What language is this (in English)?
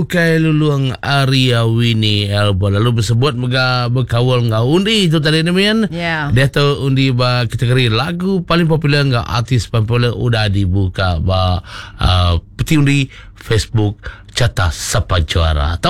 Iban